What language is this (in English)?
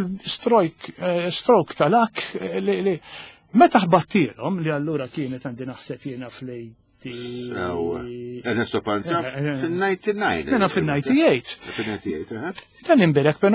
Maltese